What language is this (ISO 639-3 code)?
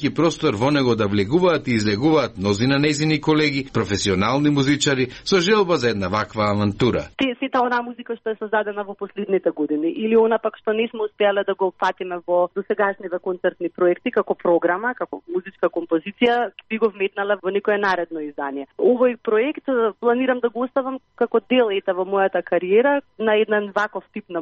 mkd